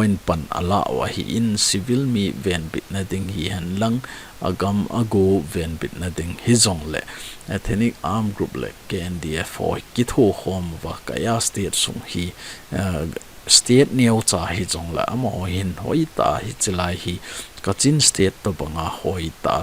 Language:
Thado Chin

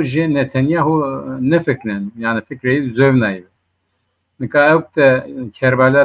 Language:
Zaza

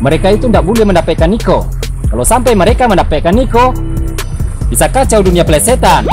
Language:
Minangkabau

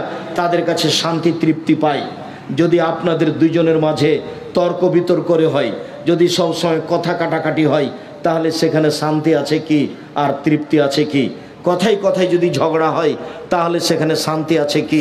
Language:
Bangla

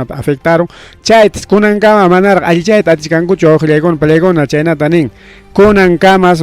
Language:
Ayacucho Quechua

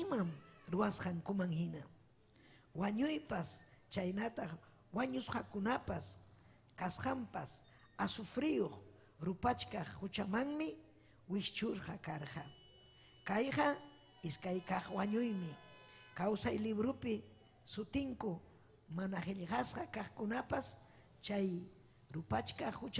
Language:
Ayacucho Quechua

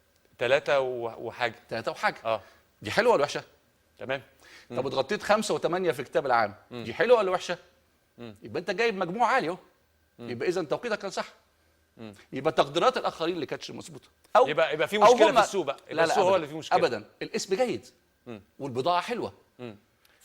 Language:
Egyptian Arabic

